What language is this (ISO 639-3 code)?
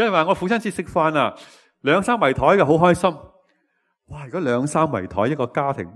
yue